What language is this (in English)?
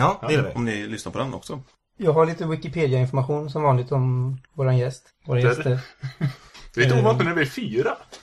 Swedish